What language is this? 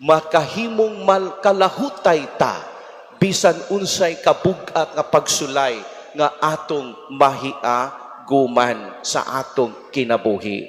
Cebuano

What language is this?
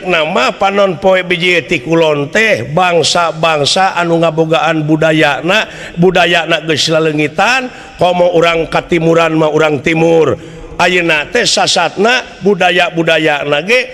Sundanese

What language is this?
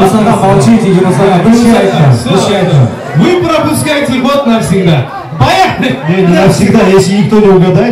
Crimean Tatar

